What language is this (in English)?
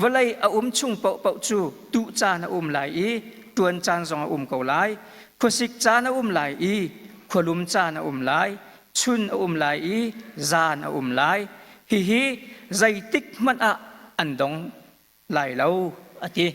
Hakha Chin